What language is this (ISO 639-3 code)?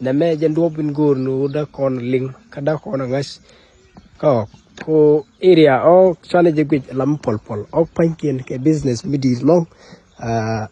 nus